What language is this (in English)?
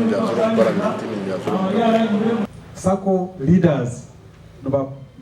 Nyankole